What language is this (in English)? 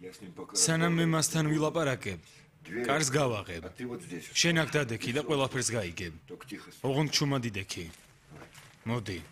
Georgian